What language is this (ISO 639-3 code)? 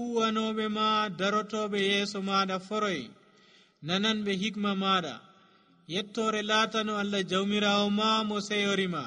fuv